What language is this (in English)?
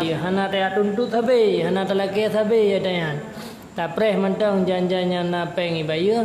Achinese